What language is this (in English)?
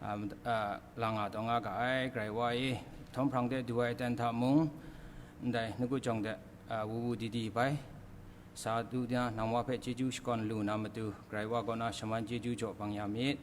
Kachin